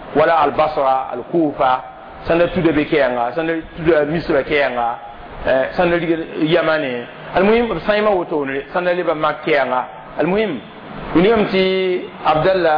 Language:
Mossi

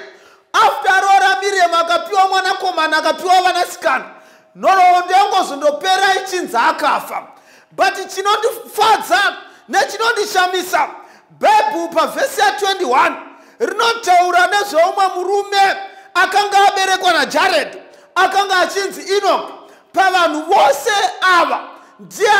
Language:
Shona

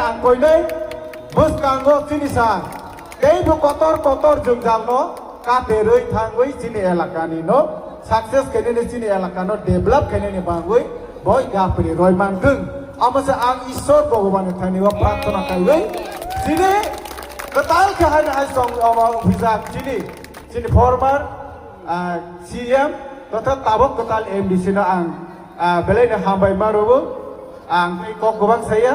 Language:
Kok Borok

